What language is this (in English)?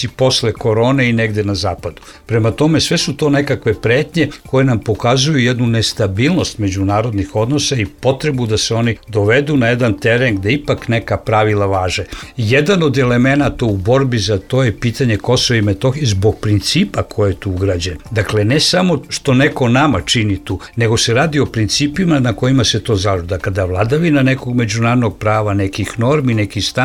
Serbian